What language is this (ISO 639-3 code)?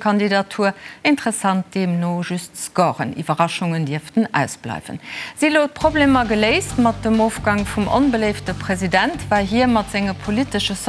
ltz